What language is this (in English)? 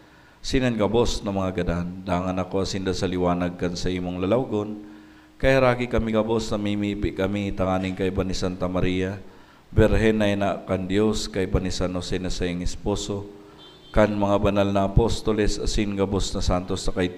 Bikol